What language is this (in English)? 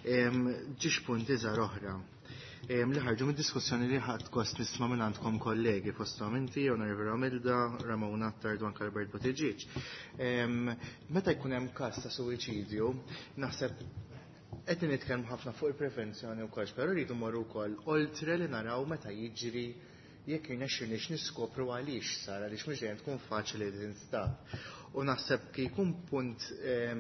Maltese